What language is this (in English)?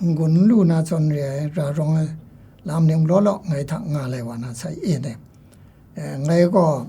Kachin